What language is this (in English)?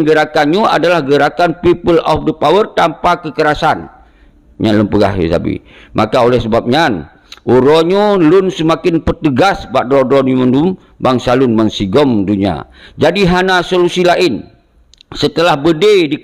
Achinese